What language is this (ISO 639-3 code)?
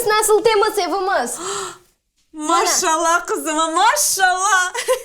crh